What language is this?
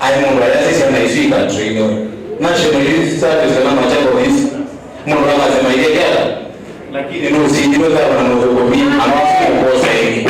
Kamba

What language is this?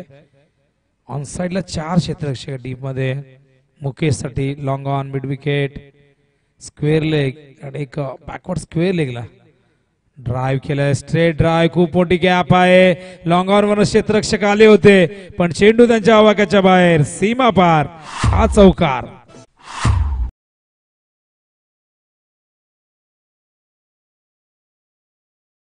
Marathi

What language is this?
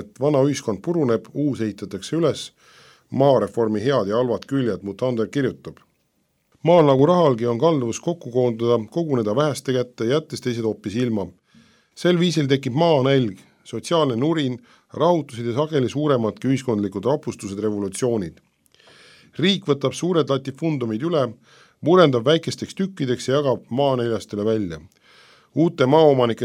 Estonian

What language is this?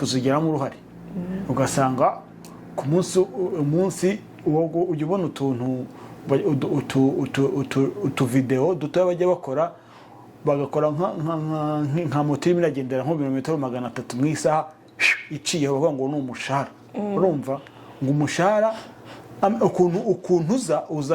Kinyarwanda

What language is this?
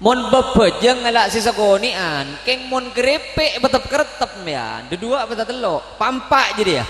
Madurese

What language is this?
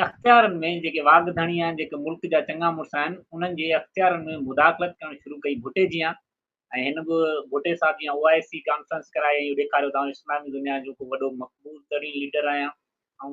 Sindhi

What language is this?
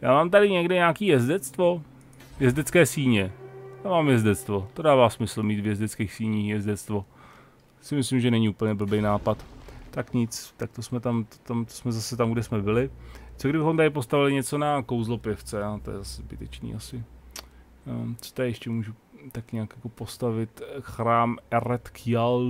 Czech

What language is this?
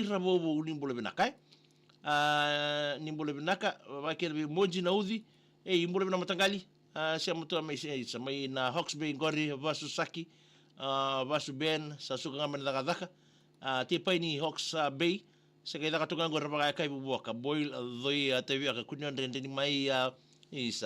Fijian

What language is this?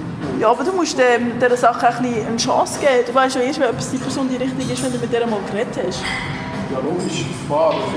Swiss German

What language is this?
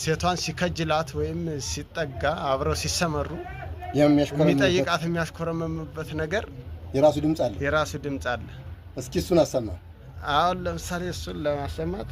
Amharic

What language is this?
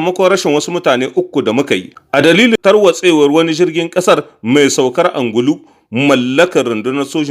Hausa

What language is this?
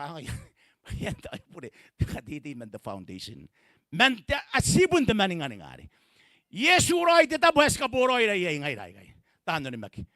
Gilbertese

